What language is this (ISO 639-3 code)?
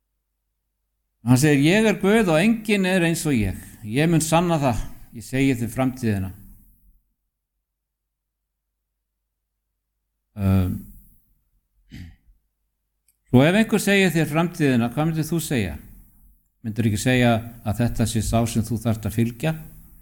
isl